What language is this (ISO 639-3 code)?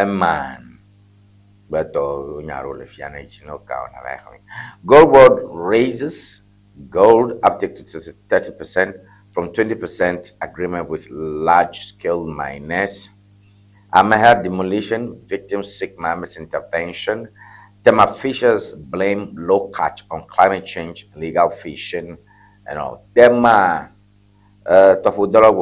ewe